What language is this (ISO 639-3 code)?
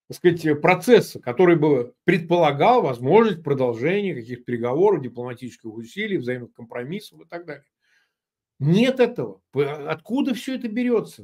rus